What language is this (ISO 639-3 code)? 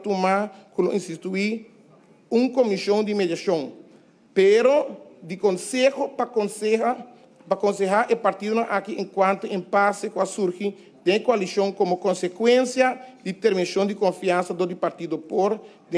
pap